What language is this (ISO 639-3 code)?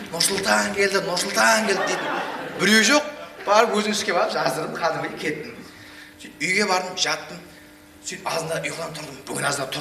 kaa